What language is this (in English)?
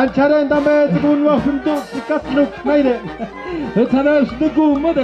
Tlahuitoltepec Mixe